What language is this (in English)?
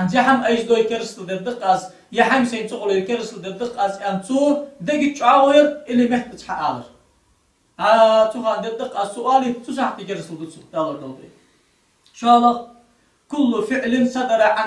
Ingush